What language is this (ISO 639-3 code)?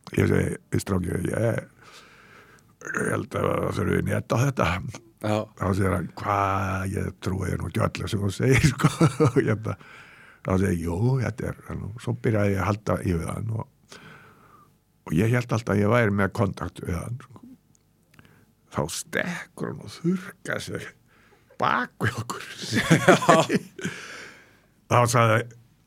isl